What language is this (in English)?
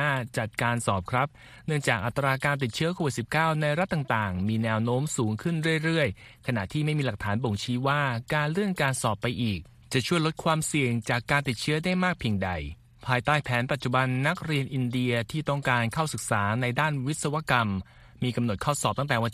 Thai